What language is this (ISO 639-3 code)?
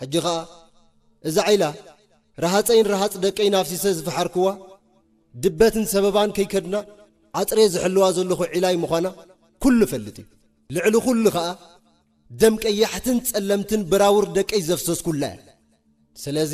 tir